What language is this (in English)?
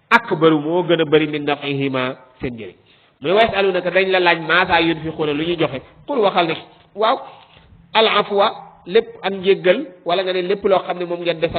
Wolof